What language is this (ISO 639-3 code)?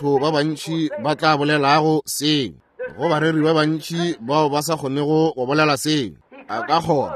nso